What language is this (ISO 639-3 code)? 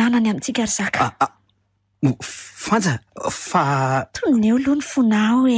mlg